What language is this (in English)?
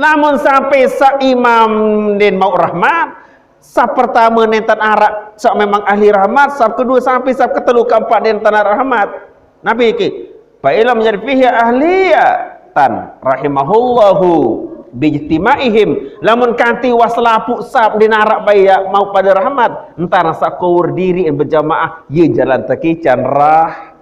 Sasak